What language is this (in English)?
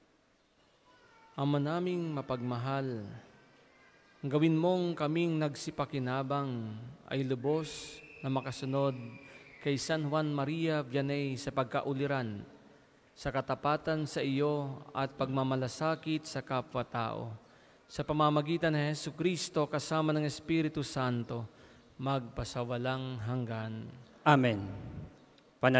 Filipino